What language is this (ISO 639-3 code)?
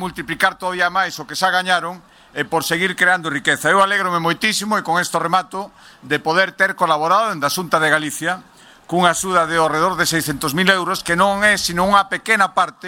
glg